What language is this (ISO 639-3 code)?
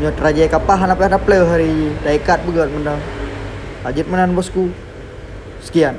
ace